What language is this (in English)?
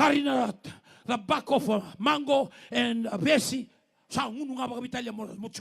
Fijian